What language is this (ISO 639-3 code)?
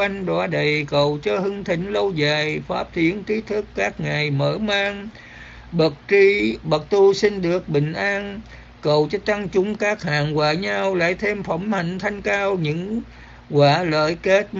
vie